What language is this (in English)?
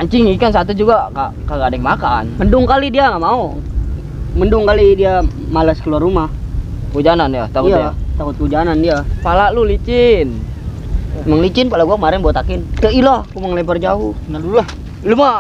Betawi